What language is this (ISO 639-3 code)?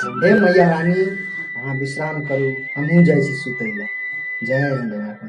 mai